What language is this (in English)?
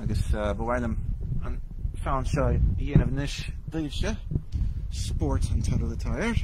Irish